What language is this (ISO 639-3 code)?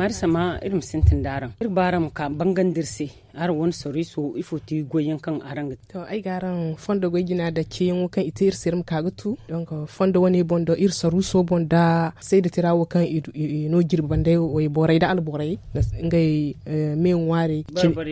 dje